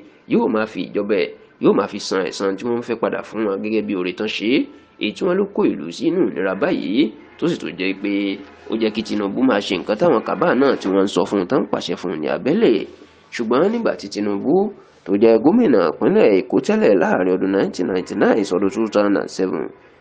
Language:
Yoruba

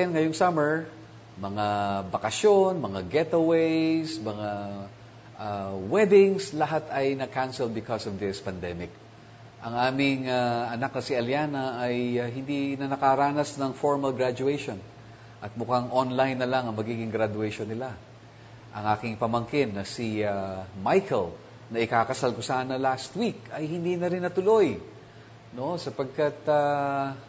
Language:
Filipino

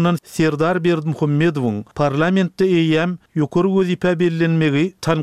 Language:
Turkmen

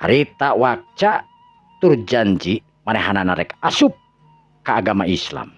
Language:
Sundanese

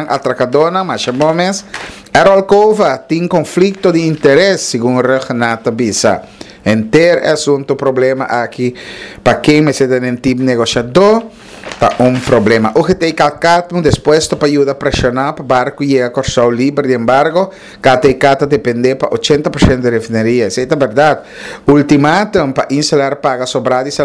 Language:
Papiamento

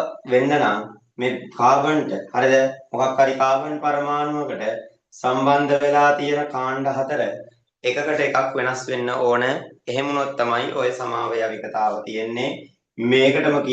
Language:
Sinhala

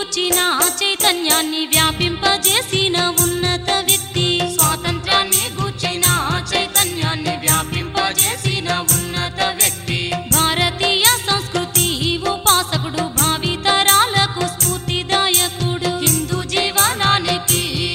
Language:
Telugu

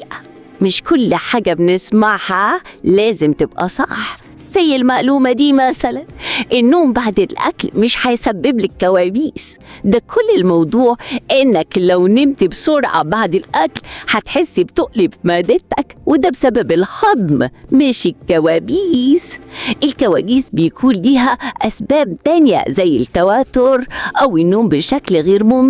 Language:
Egyptian Arabic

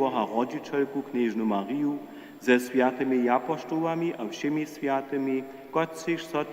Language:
Upper Sorbian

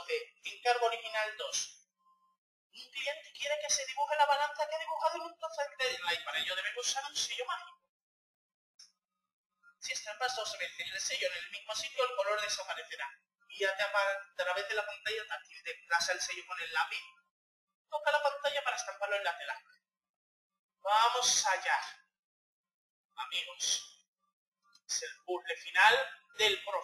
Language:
Spanish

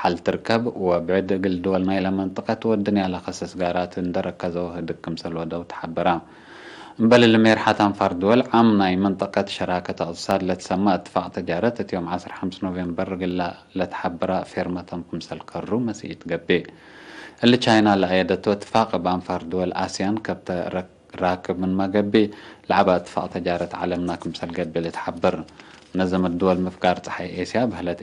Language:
Tigre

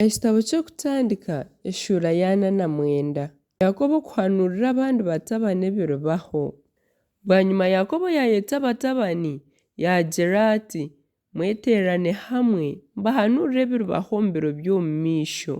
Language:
Nyankole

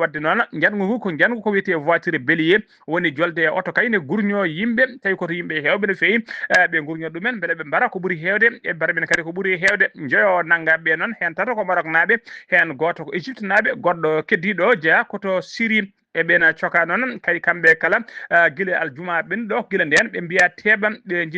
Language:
Fula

